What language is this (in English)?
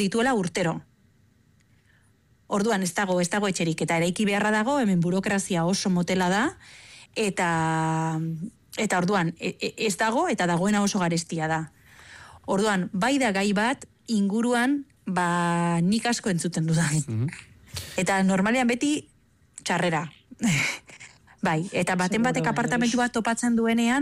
Basque